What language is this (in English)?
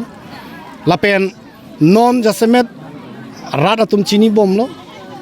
Karbi